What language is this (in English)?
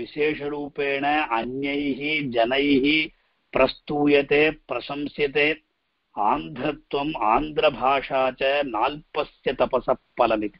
Sanskrit